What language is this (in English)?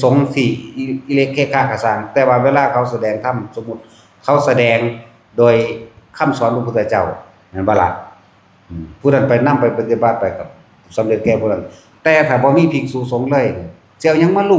Northeastern Thai